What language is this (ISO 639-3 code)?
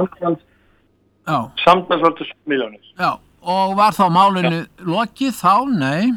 isl